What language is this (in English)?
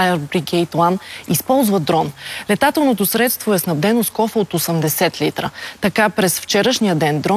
Bulgarian